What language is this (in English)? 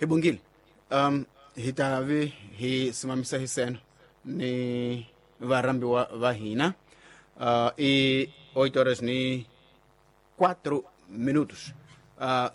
Tsonga